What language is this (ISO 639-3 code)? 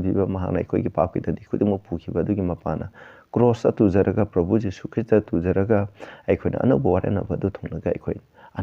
mni